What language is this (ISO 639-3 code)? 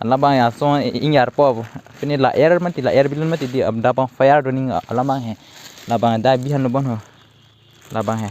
mjw